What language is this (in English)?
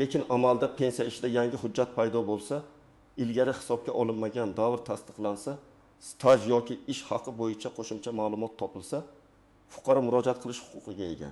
Uzbek